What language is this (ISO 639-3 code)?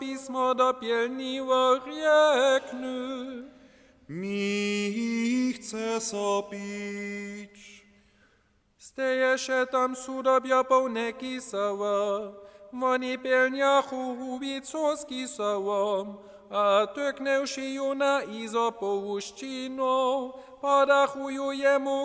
hsb